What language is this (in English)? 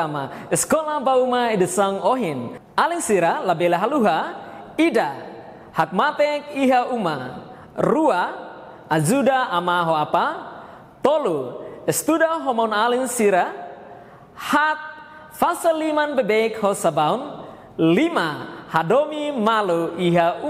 Tetum